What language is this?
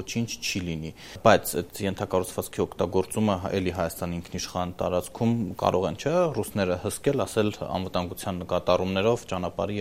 Armenian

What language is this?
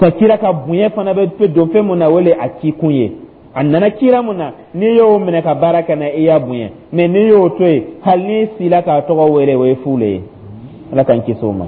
Dyula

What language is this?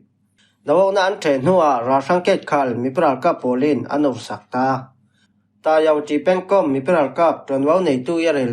Falam Chin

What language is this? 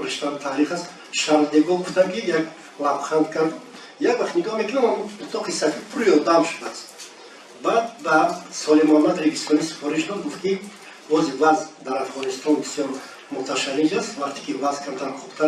Tajik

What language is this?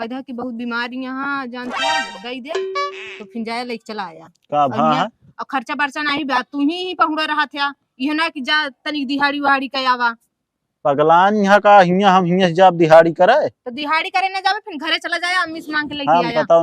Awadhi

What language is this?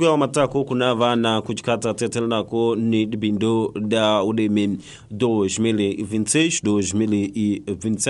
Tsonga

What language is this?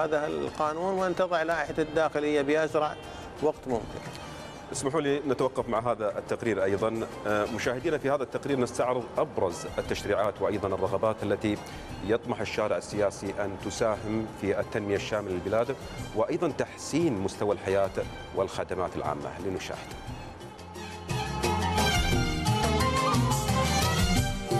Arabic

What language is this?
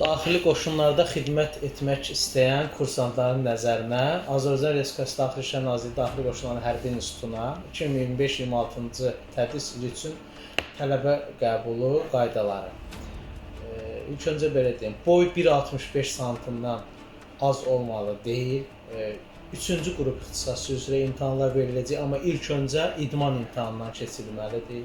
Azerbaijani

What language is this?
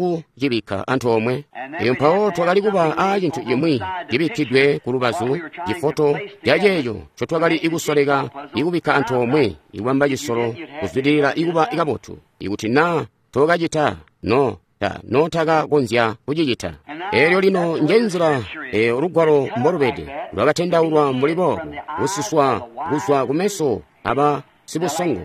Tonga (Zambia)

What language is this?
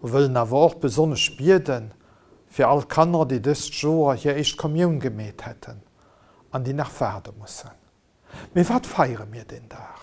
Luxembourgish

